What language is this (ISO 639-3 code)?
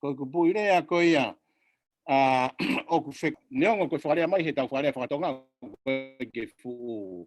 ton